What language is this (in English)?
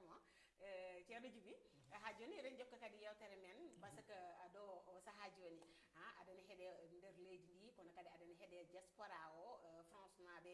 Fula